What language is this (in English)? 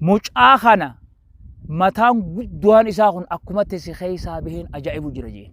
Oromo